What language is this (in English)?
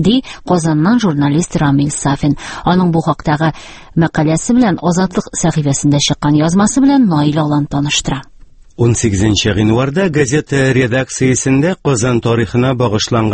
Tatar